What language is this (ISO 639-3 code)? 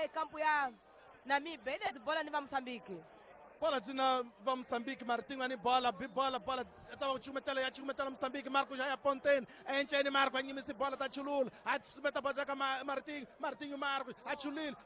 tso